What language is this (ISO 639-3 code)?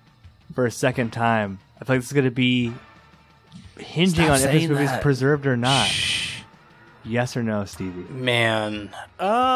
eng